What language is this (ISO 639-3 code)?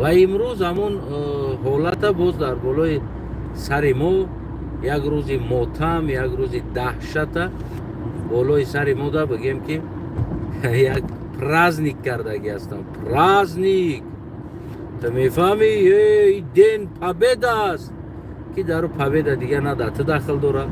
tgk